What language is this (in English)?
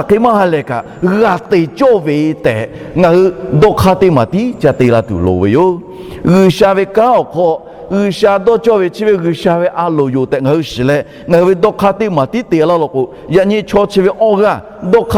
Lahu